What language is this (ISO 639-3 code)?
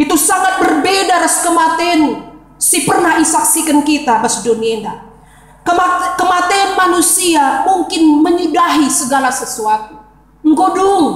btx